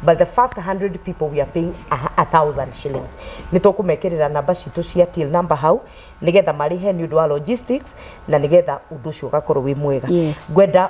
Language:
Kikuyu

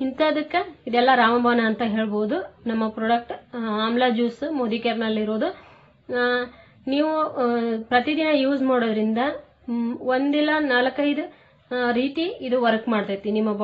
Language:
Kannada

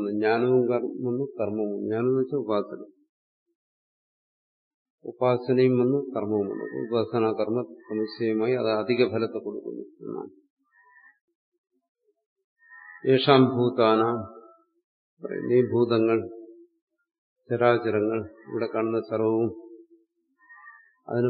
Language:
Malayalam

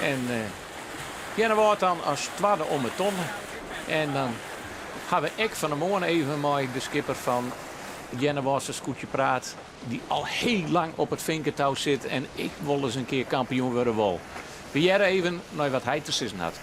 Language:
Western Frisian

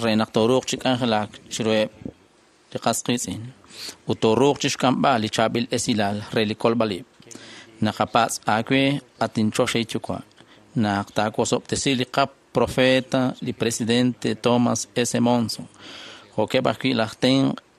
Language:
Kekchí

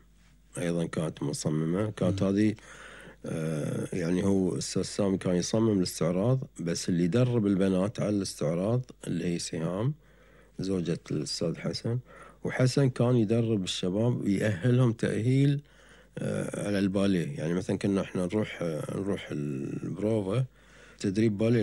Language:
Gulf Arabic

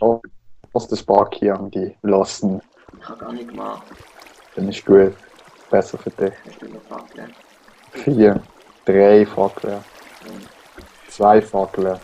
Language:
Swiss German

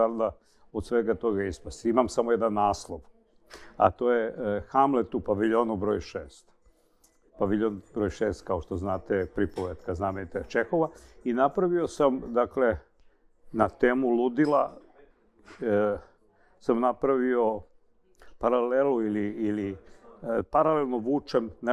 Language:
Serbian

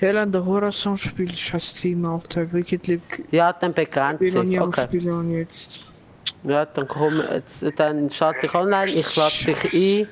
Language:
Swiss German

